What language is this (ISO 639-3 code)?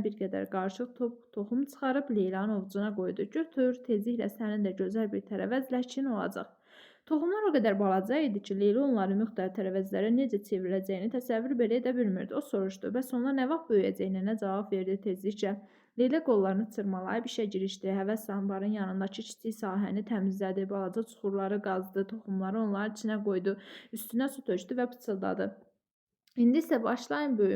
aze